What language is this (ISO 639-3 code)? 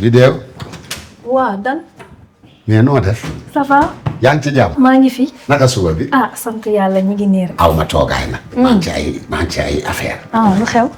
wol